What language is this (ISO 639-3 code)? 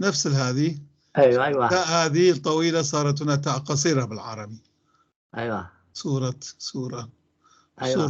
apc